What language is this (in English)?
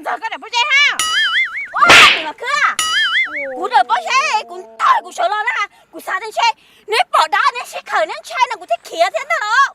Hmong